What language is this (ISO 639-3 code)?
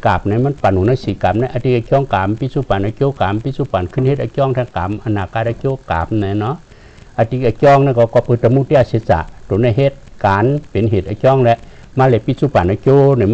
shn